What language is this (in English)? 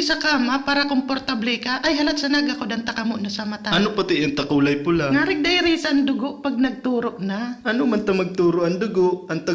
Bikol